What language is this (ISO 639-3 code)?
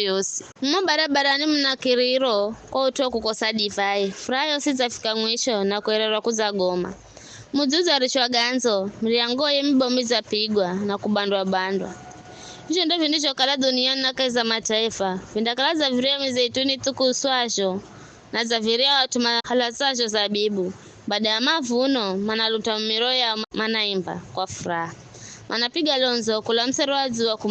nyf